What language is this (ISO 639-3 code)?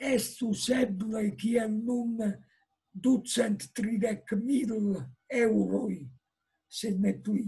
epo